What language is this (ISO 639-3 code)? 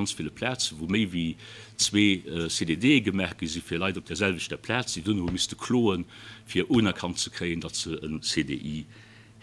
ltz